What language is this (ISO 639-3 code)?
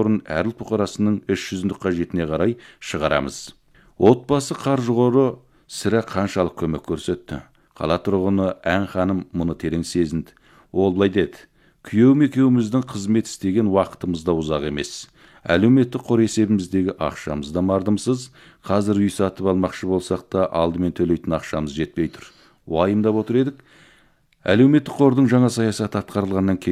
kaz